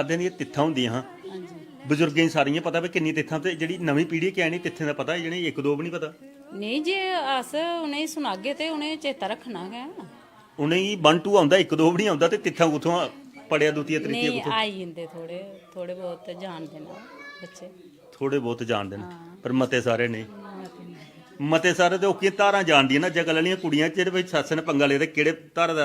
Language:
Dogri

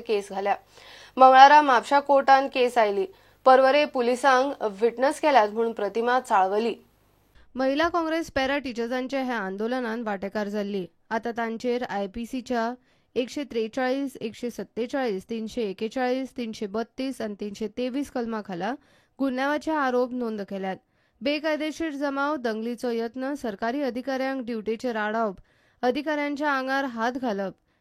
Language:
Konkani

